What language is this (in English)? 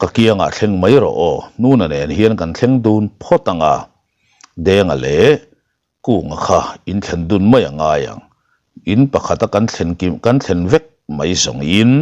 Mizo